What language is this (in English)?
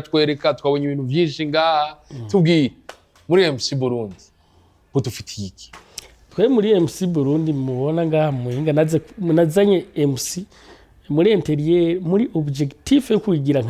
Rundi